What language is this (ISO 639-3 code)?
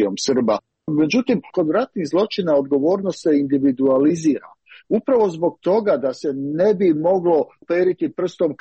hrv